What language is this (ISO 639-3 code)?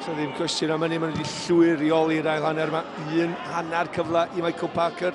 cym